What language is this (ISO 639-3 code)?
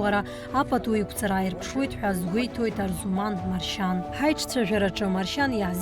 abk